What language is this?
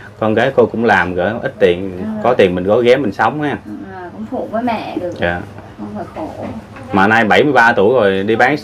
Vietnamese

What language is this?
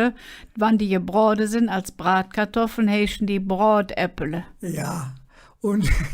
Colognian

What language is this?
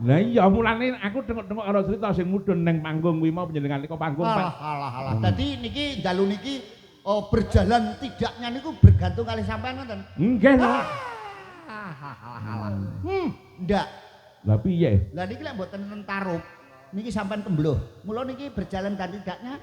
Javanese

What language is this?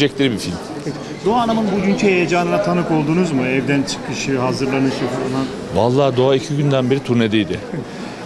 Turkish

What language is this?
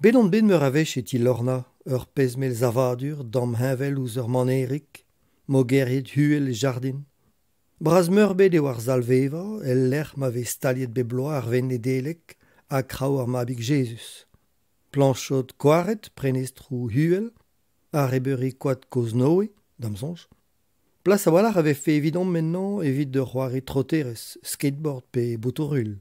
Breton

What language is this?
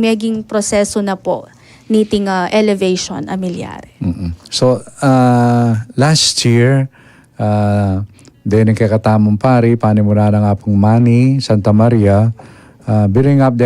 Pampanga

